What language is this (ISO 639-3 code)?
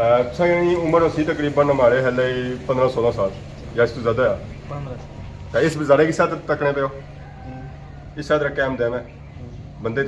phr